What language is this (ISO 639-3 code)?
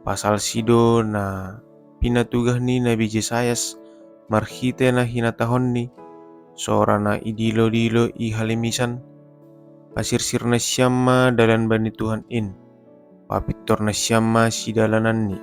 bts